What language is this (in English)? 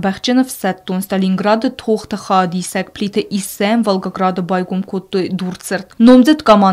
Ossetic